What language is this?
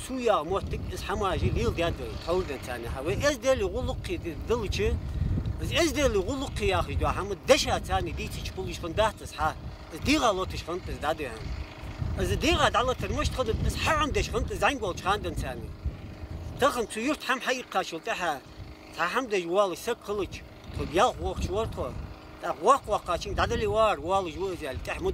Ingush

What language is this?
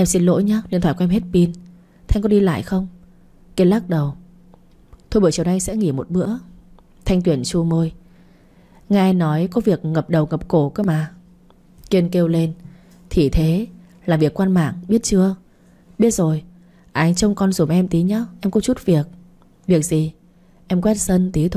Vietnamese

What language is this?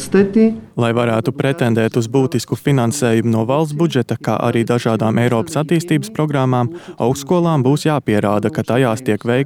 Latvian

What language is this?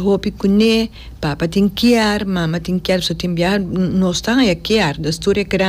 Papiamento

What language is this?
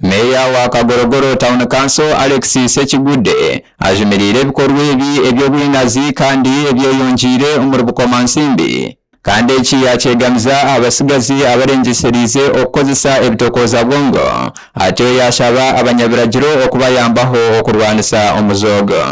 Nyankole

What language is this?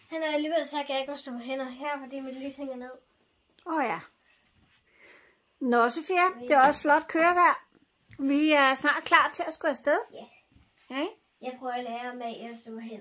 Danish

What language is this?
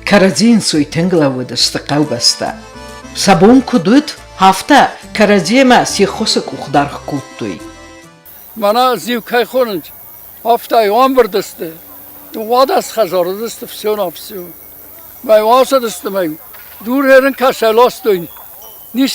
Ossetic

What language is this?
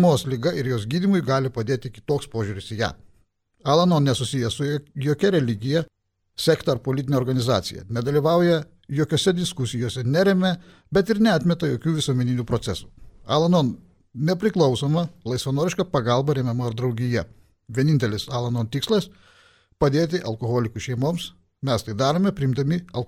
Lithuanian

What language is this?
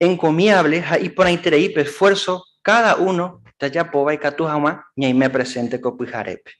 Guarani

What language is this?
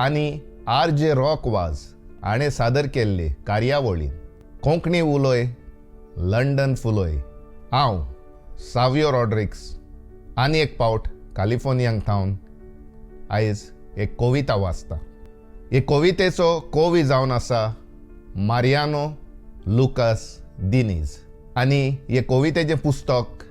Konkani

